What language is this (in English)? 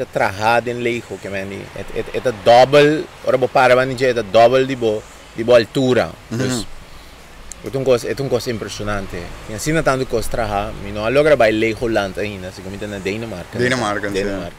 Papiamento